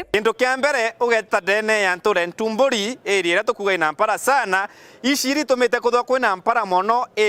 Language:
Meru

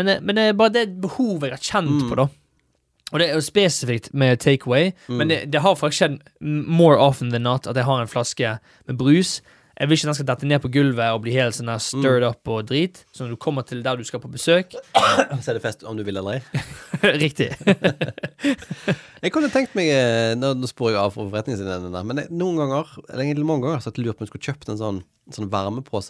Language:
Norwegian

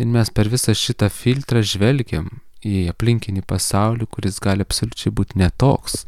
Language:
Lithuanian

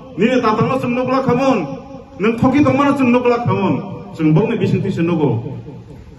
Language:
Kok Borok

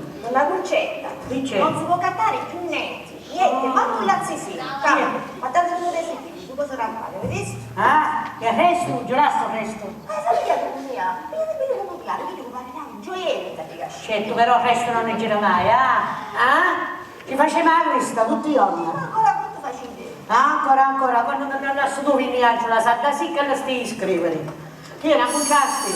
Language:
Sicilian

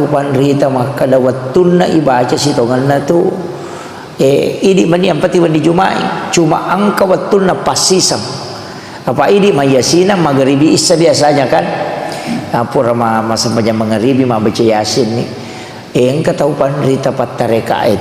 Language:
Buginese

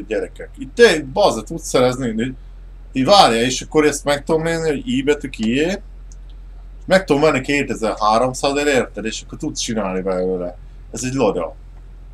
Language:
Hungarian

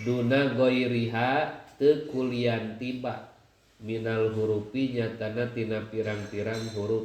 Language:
Sundanese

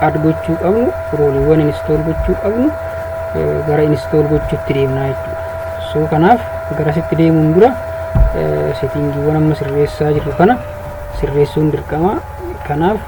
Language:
Oromo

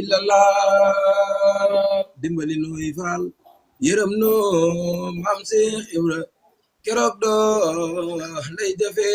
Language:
Wolof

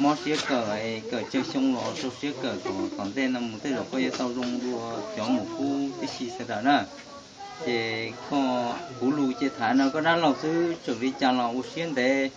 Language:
Hmong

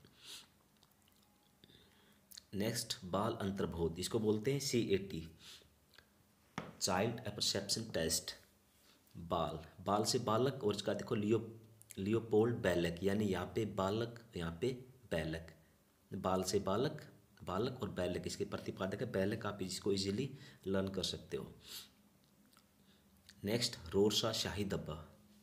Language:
Hindi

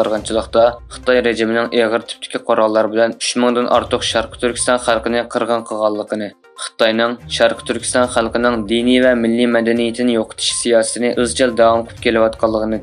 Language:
Uyghur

